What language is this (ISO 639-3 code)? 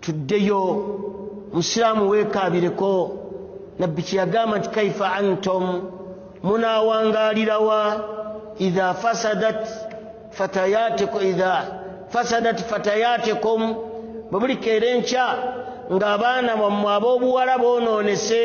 lug